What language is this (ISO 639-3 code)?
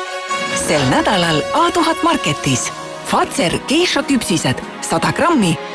est